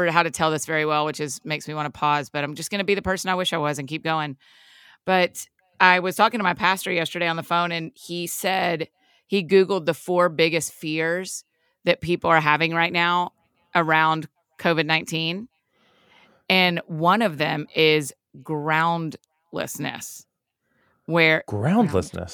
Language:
English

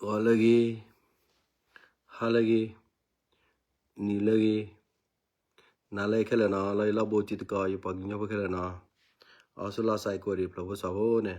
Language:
S'gaw Karen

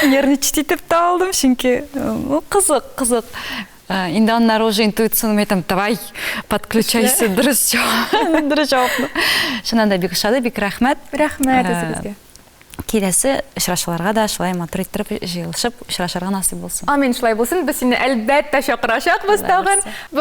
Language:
Tatar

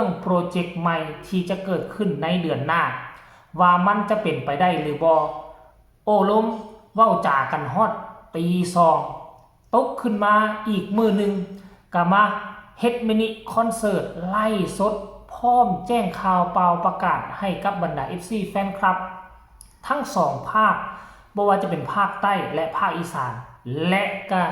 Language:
Northeastern Thai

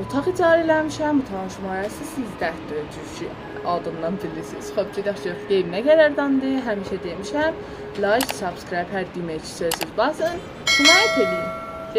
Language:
South Azerbaijani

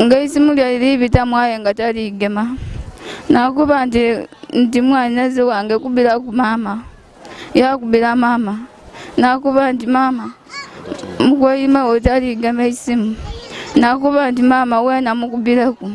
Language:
Ganda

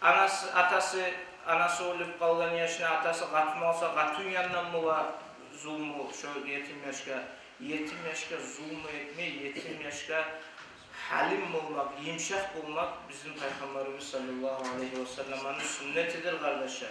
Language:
Kumyk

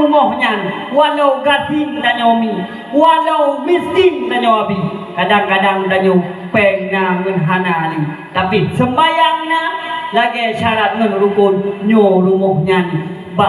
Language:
Achinese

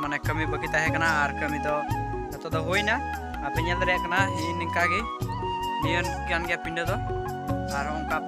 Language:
Santali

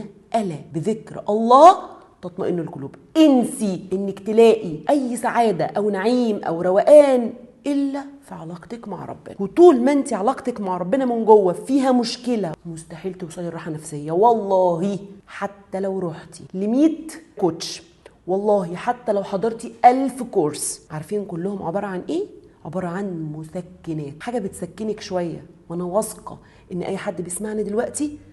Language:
Egyptian Arabic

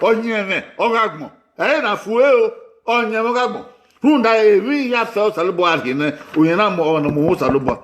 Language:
Bini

